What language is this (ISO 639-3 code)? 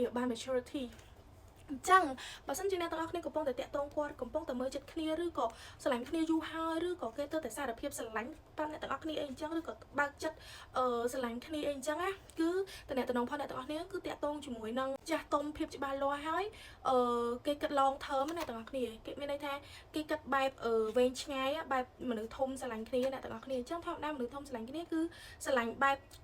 khm